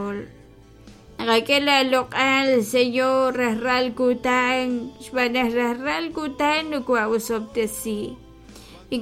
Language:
Kekchí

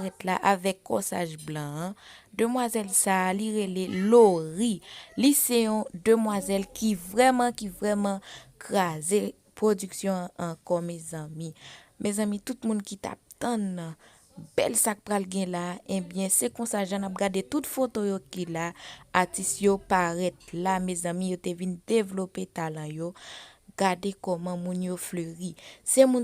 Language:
Haitian Creole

